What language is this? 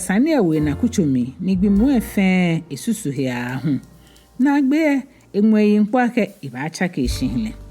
Ga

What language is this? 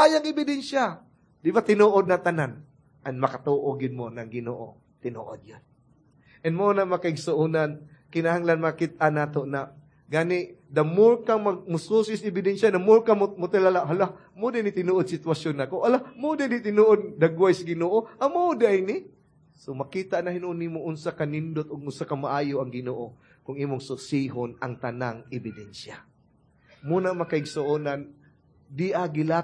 Cebuano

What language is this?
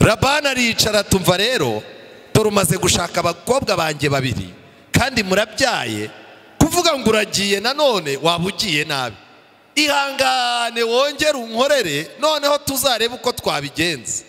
Kinyarwanda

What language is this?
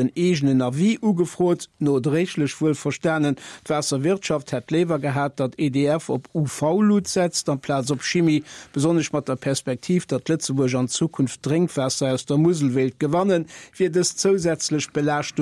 Luxembourgish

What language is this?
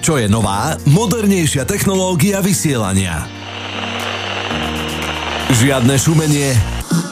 Slovak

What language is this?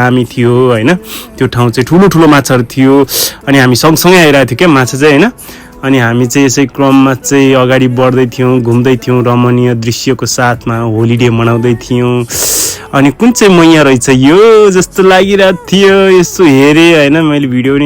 Nepali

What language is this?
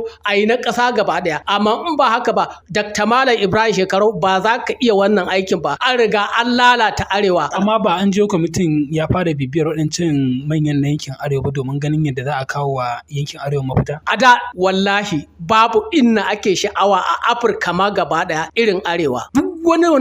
Hausa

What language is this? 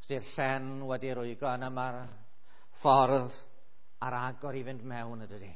Welsh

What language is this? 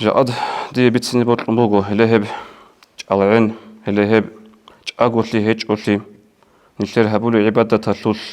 Avaric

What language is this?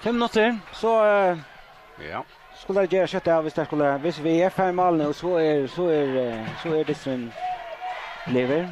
Faroese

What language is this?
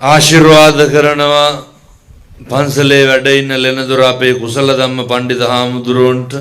Sinhala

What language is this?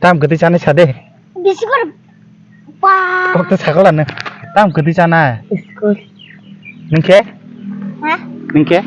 Kok Borok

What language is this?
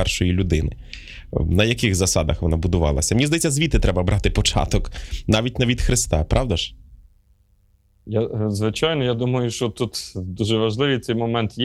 Ukrainian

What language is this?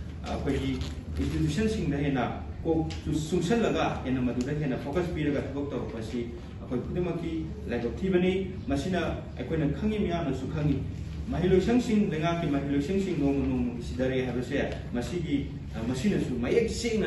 Manipuri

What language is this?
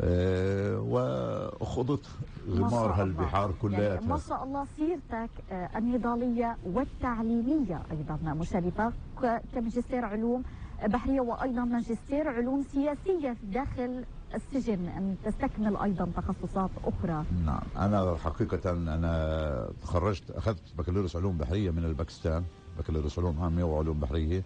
North Levantine Arabic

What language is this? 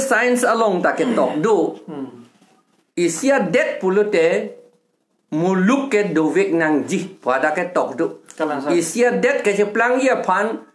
Karbi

